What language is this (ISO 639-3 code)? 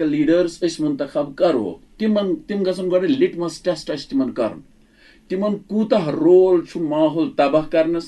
kas